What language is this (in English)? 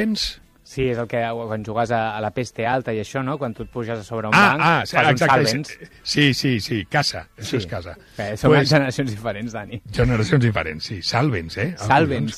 Catalan